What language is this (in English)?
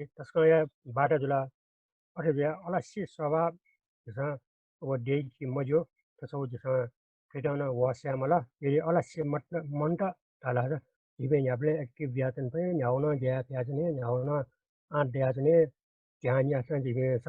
Newari